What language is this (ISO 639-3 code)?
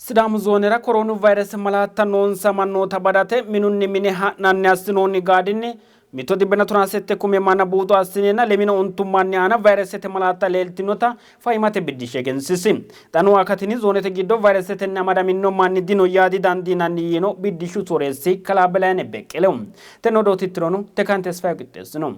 sid